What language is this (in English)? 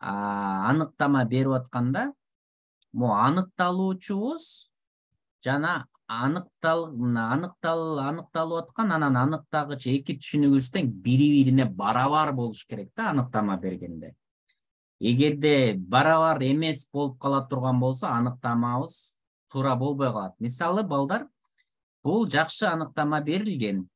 Kyrgyz